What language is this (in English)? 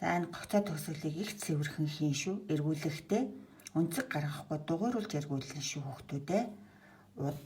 Mongolian